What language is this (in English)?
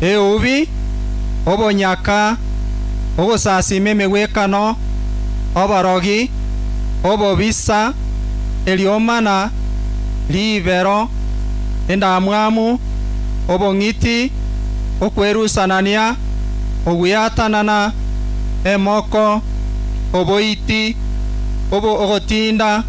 Gusii